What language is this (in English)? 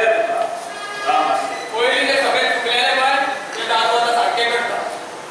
Konkani